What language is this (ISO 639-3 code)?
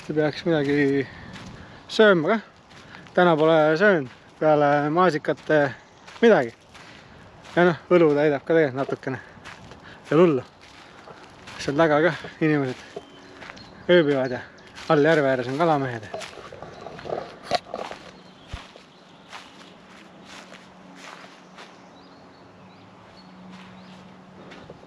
est